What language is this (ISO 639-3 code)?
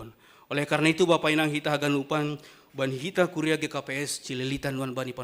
bts